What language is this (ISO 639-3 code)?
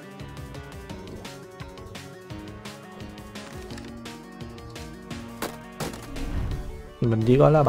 vie